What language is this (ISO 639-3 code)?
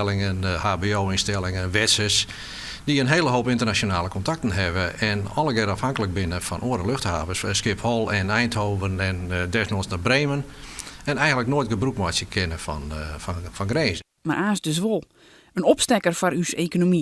fry